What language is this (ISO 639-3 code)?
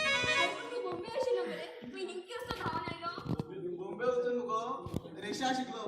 kok